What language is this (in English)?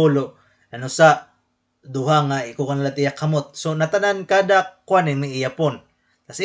Waray